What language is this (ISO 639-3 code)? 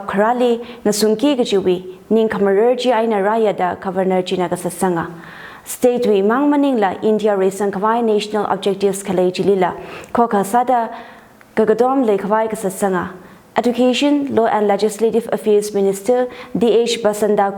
nmf